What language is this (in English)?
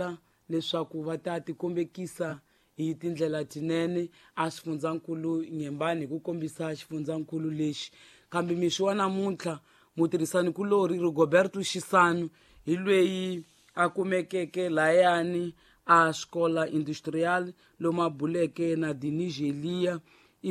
Tsonga